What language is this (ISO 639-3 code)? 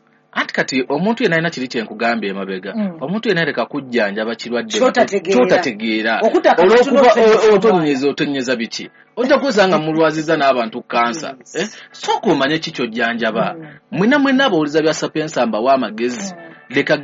lug